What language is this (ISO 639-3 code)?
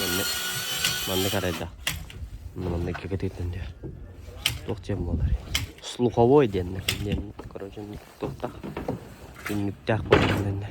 sah